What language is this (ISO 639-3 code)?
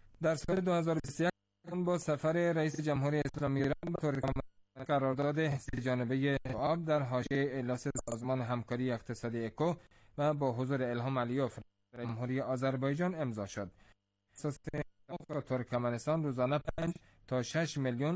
fas